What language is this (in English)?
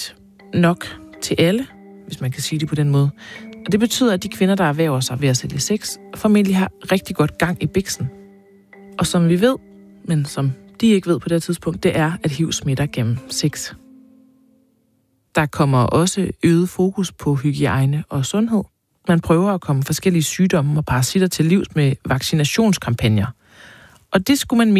Danish